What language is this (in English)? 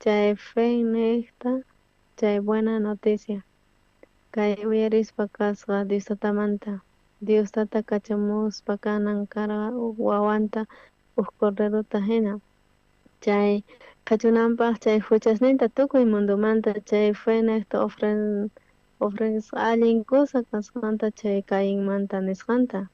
South Bolivian Quechua